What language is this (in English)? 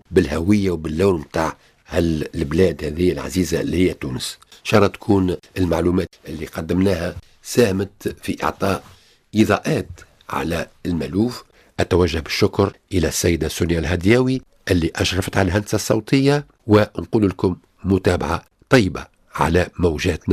Tunisian Arabic